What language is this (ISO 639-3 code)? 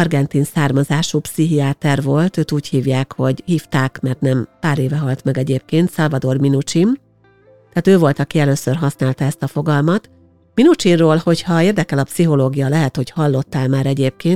hun